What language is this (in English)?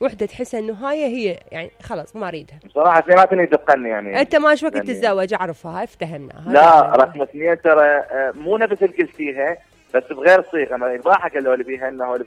Mesopotamian Arabic